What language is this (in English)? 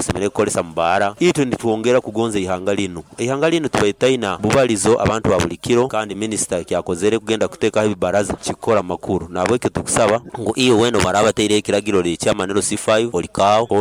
Nyoro